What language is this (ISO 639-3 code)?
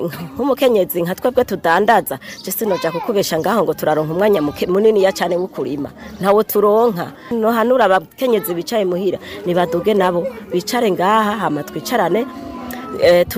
run